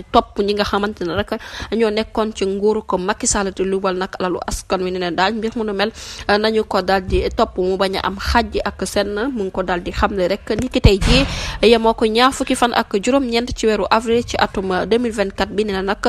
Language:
Wolof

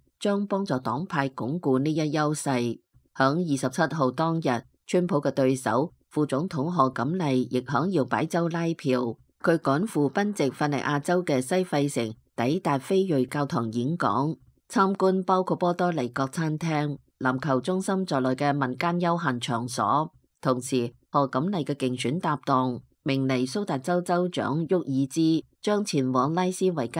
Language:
Cantonese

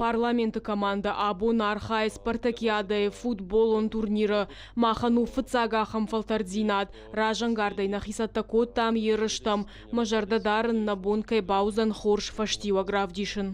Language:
Ossetic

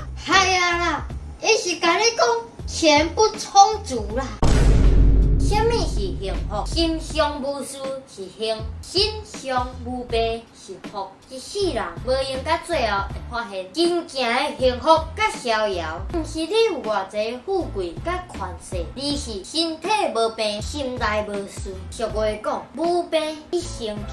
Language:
Min Nan Chinese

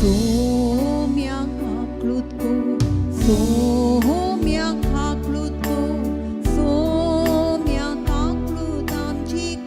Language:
Konkani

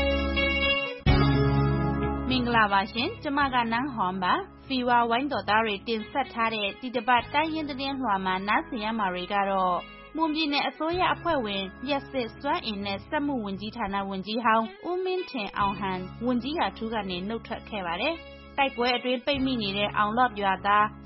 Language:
Burmese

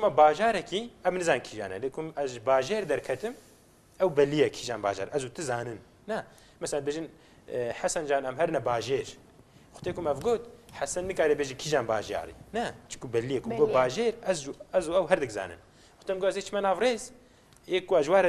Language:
Kurdish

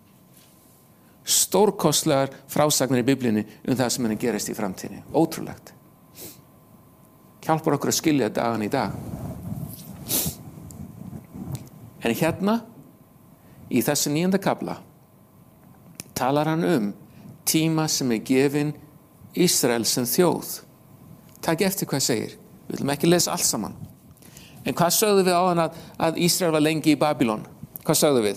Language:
Icelandic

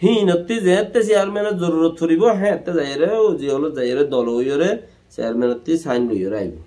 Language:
Rohingya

